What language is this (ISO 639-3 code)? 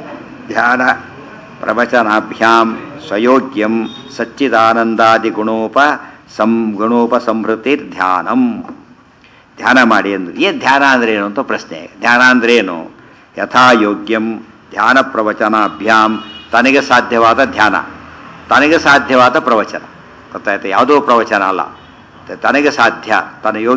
kan